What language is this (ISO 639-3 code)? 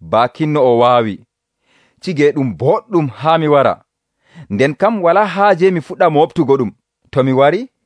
fuv